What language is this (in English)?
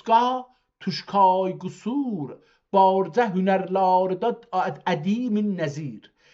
South Azerbaijani